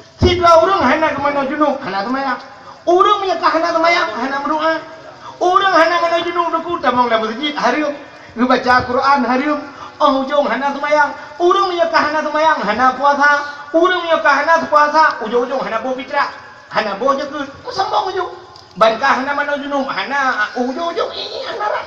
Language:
Achinese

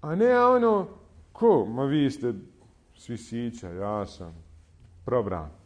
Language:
Bosnian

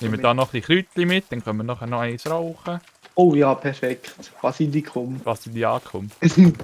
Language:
Swiss German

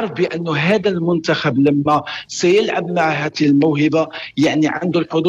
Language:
North Levantine Arabic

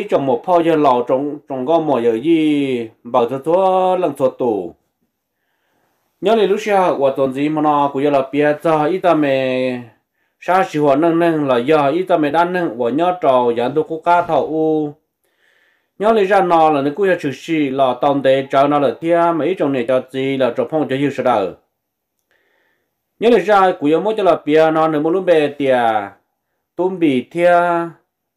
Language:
Vietnamese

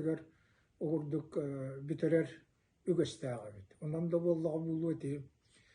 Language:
Yakut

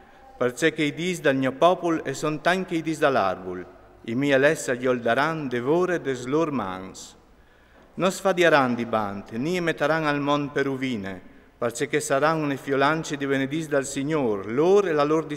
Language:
Friulian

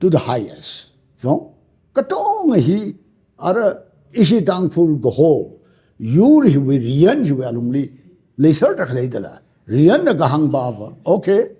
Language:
Tangkhul Naga (India)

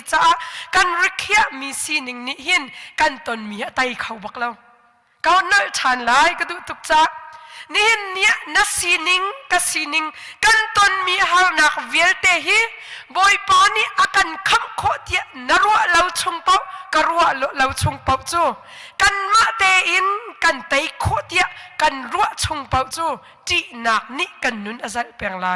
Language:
Hakha Chin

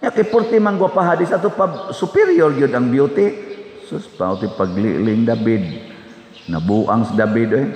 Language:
Cebuano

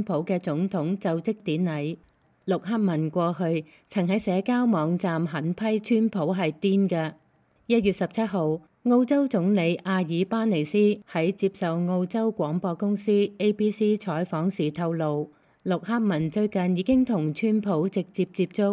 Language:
Cantonese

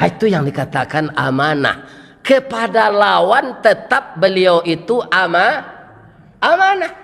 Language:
Minangkabau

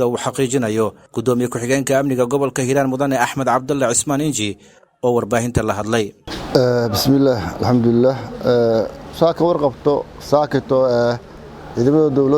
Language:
Somali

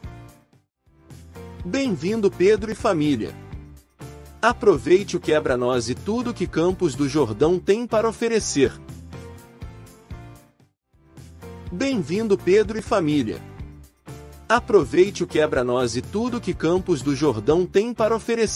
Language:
Portuguese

